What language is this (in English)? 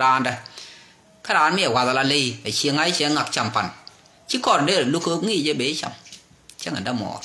Nuer